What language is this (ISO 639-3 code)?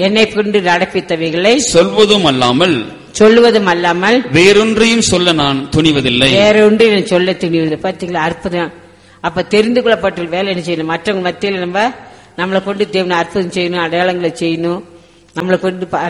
tam